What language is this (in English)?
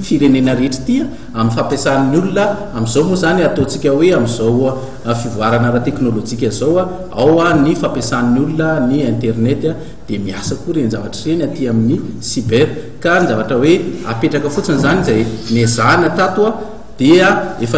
Malagasy